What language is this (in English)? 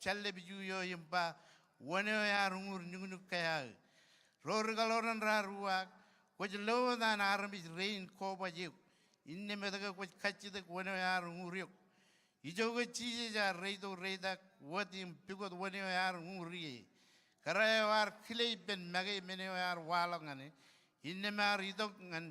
Marshallese